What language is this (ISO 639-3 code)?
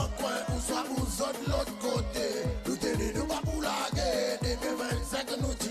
crs